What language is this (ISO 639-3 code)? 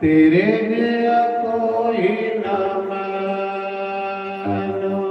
doi